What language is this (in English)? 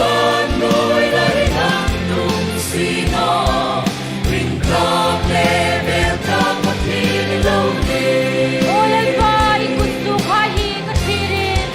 Hmar